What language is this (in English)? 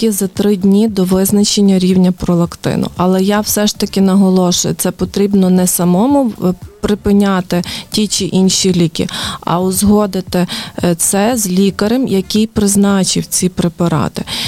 Ukrainian